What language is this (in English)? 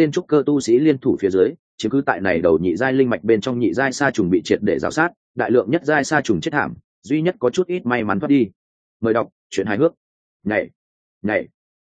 Vietnamese